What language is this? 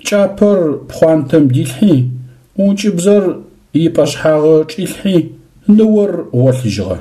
Adyghe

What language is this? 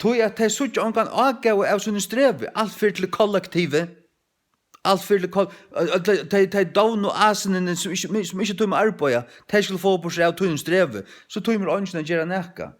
Faroese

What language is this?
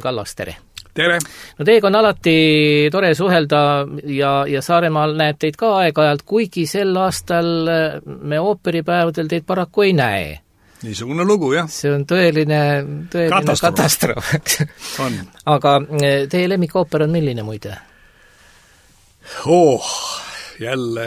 Estonian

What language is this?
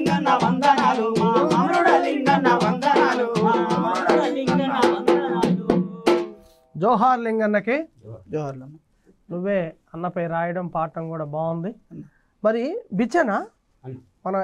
Telugu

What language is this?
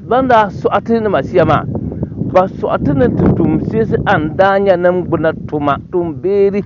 Dagbani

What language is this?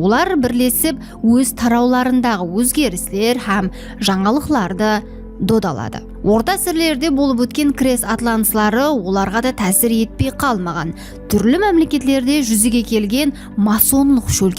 Kara-Kalpak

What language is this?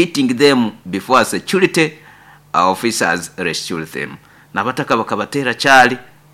Nyoro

